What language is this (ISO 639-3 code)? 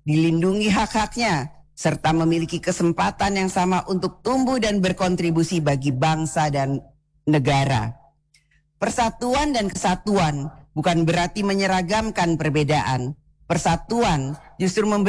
ind